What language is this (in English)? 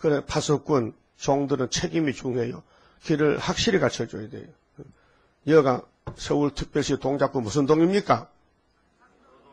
Korean